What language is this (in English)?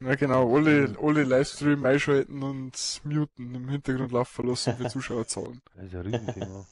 Bavarian